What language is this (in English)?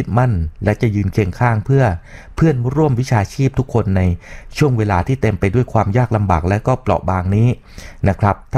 Thai